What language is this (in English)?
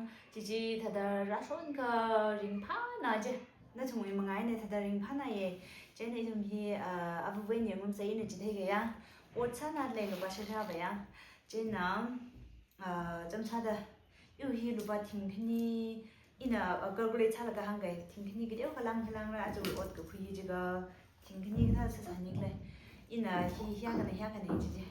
Tangkhul Naga (India)